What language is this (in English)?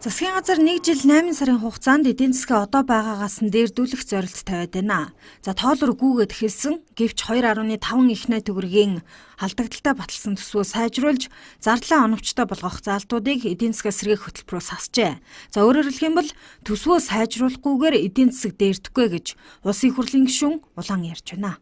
Mongolian